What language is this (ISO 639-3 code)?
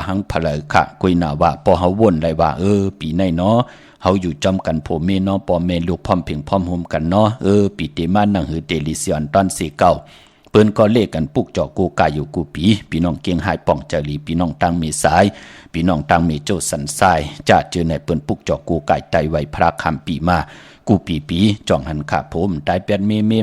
shn